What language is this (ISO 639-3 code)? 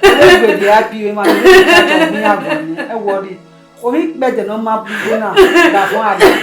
bin